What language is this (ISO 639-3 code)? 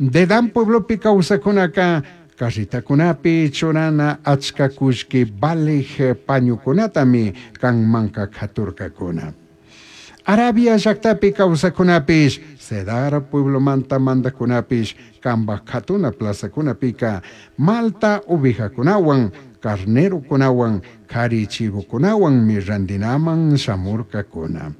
qug